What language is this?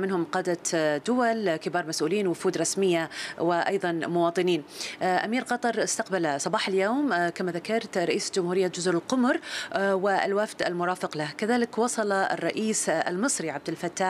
Arabic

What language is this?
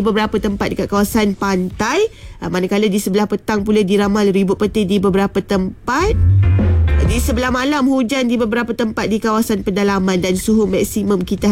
Malay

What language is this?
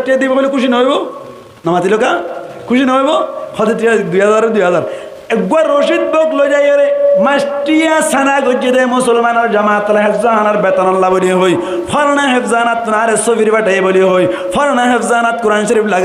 Rohingya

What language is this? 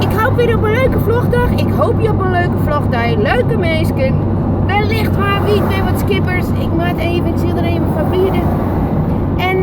Western Frisian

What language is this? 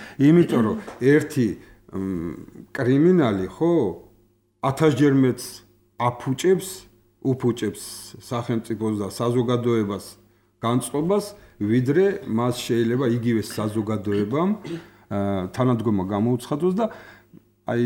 Georgian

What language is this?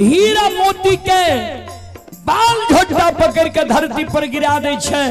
Maithili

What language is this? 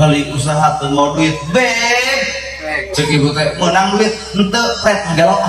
Sundanese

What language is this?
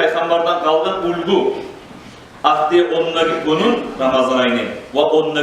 Kumyk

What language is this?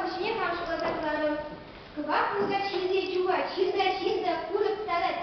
Chuvash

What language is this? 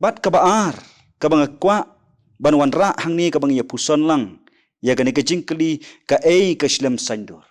Khasi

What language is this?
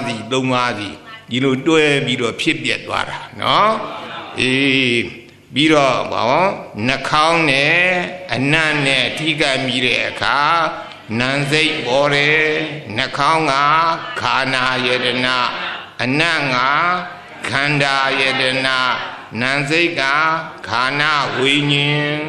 Burmese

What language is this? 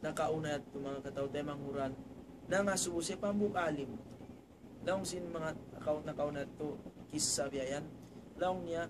Tausug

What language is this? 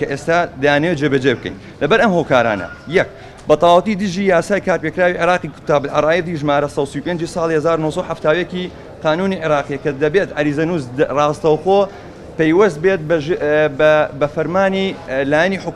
Central Kurdish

